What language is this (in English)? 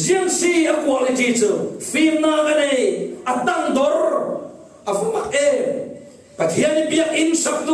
Falam Chin